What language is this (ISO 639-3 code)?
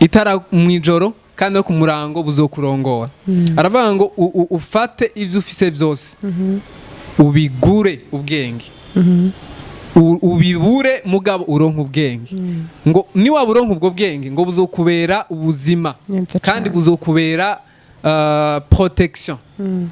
run